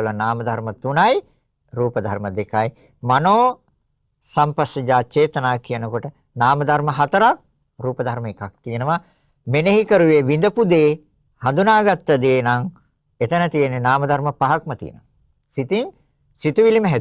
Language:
Sinhala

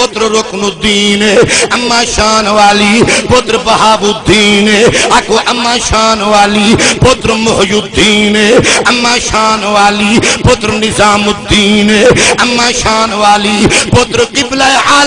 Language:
Saraiki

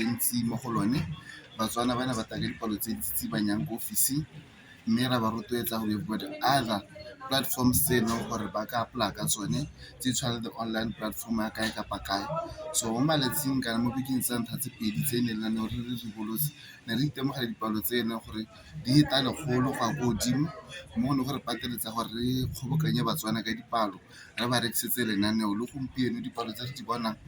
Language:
Tswana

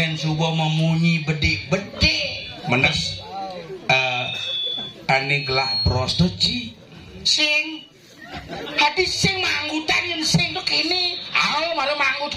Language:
Balinese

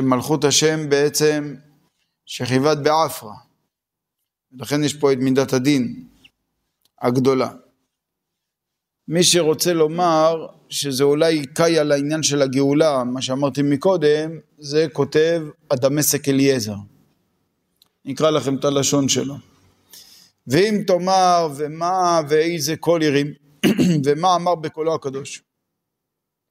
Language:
Hebrew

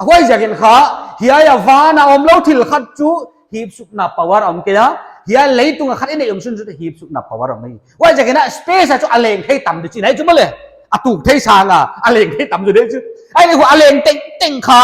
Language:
Paite Chin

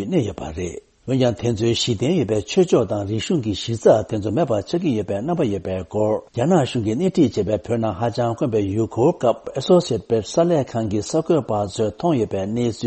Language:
Tibetan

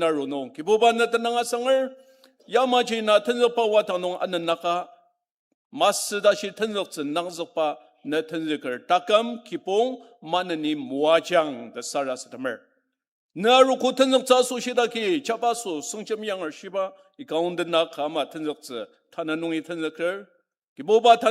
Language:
Ao Naga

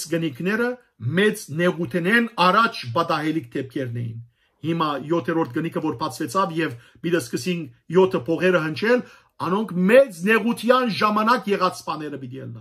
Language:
Western Armenian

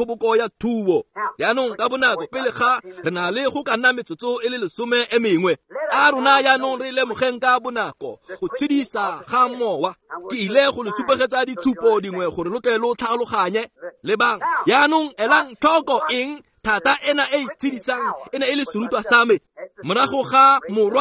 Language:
Tswana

